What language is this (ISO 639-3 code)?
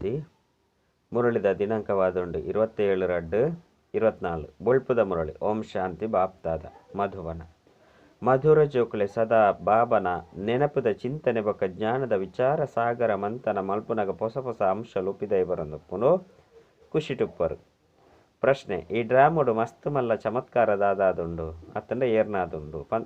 tcy